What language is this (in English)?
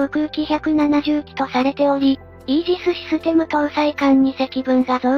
Japanese